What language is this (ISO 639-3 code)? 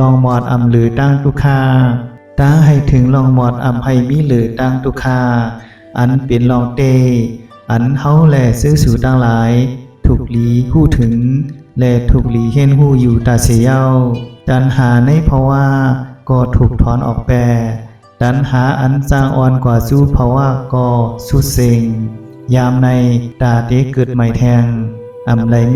shn